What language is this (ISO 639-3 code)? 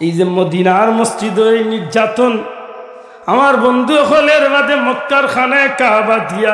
syl